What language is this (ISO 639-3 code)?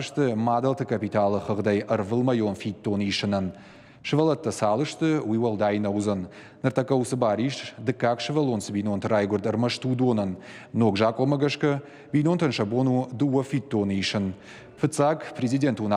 oss